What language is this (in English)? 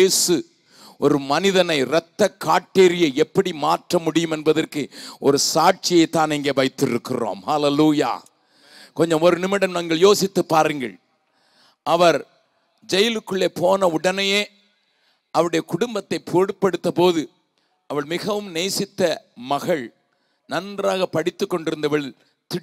Tamil